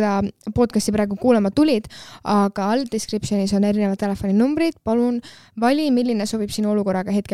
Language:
Estonian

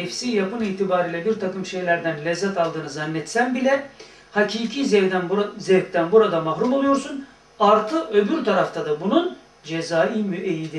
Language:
Turkish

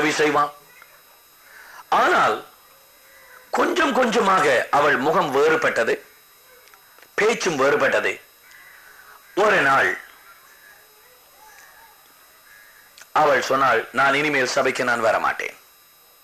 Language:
Tamil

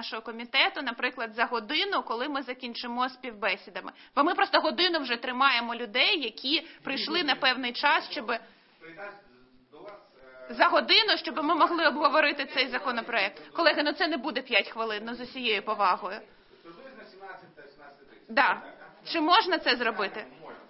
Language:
Ukrainian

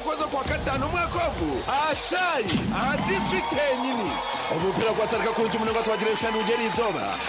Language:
Nyankole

